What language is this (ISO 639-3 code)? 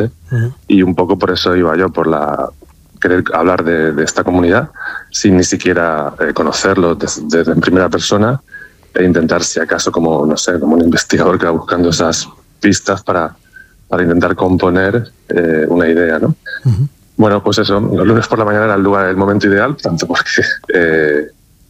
spa